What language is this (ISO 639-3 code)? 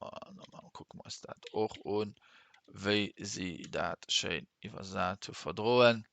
ltz